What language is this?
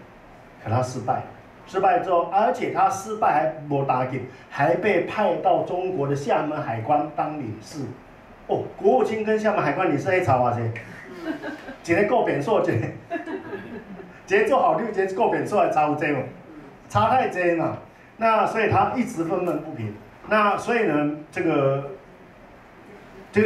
Chinese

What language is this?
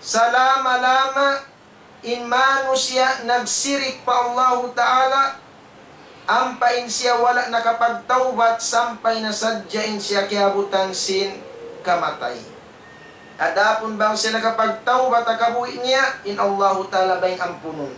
Tausug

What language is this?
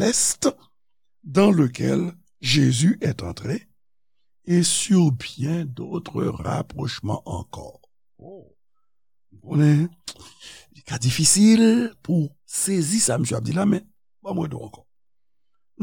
Haitian Creole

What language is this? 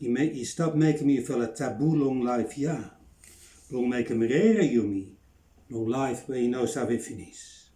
Bislama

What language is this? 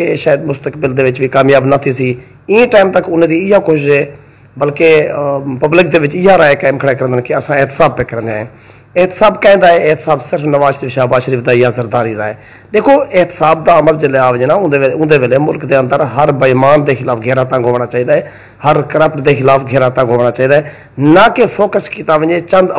Saraiki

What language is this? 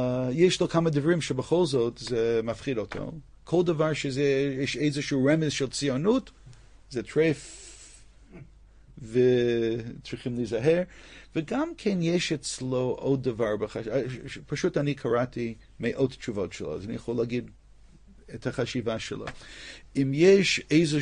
Hebrew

